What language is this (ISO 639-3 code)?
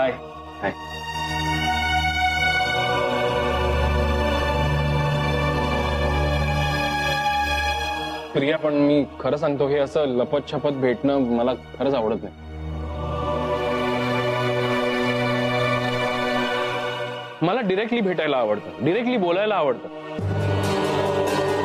mar